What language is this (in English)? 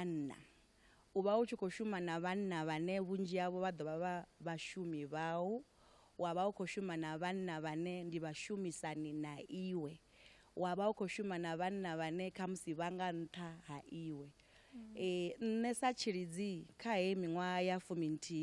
Venda